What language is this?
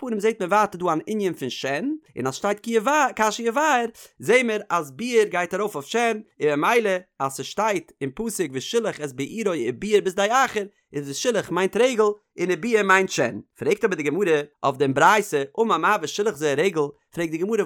Yiddish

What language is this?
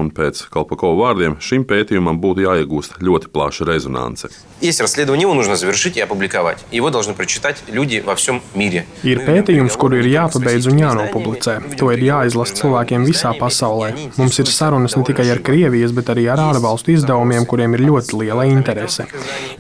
Latvian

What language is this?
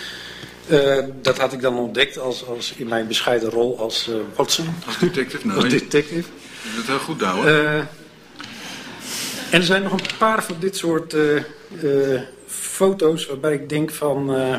Dutch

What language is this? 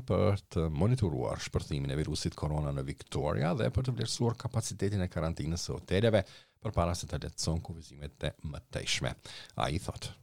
Albanian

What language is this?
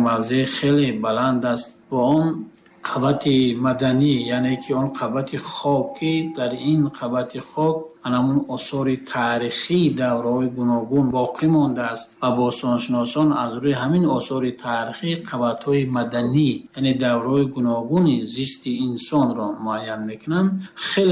Tajik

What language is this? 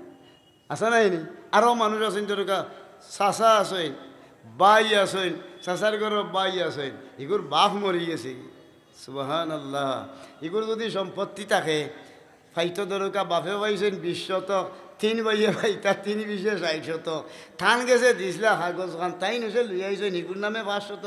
Sylheti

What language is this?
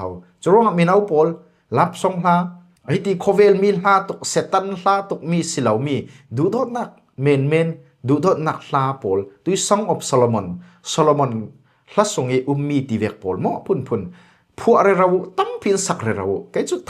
Falam Chin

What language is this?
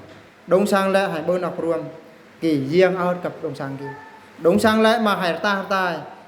Eastern Bru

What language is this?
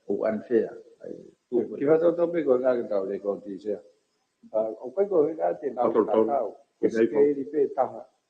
Tongan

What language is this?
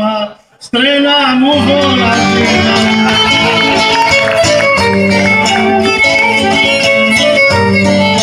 Greek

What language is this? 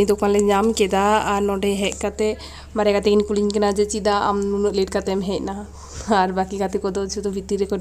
Santali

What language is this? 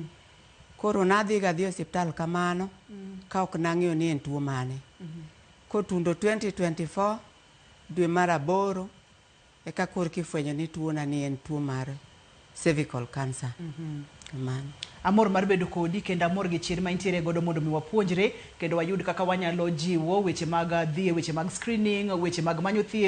Luo (Kenya and Tanzania)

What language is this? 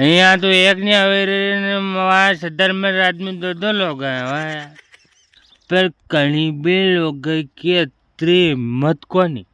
Rajasthani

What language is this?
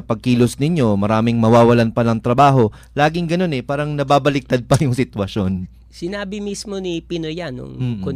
Filipino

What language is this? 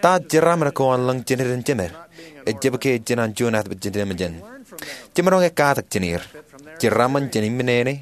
Marshallese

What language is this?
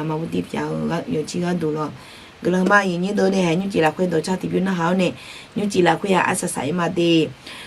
Akha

